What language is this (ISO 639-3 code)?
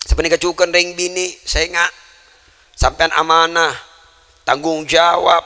mad